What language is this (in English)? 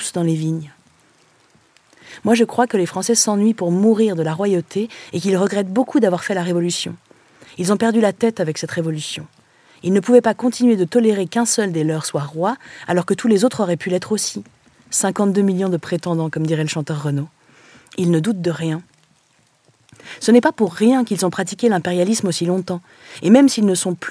French